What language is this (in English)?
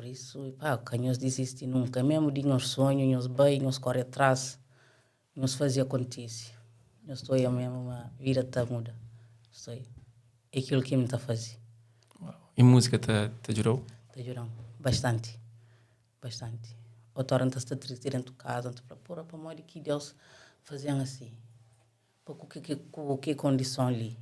Kabuverdianu